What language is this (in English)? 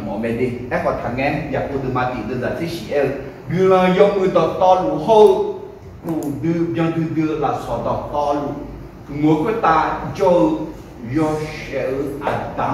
Akha